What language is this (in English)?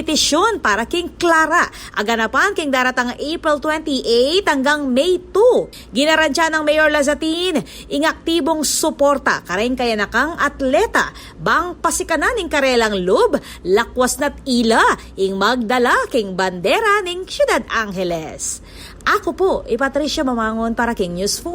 Pampanga